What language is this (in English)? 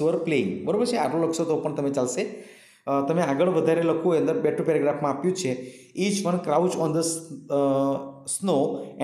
Gujarati